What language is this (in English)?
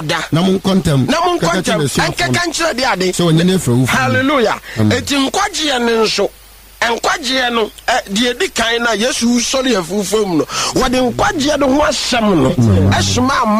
Akan